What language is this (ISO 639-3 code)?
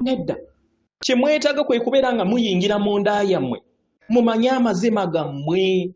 lug